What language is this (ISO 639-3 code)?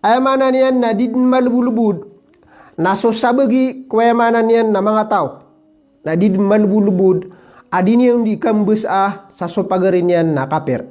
mrw